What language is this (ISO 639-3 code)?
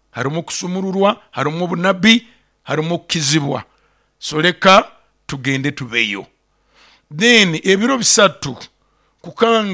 nyo